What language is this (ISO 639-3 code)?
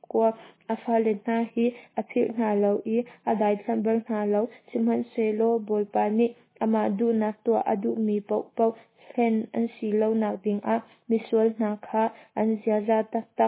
cnh